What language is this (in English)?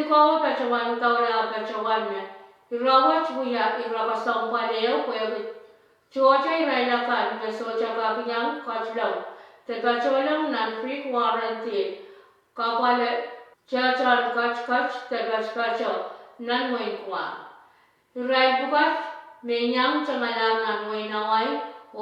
Pohnpeian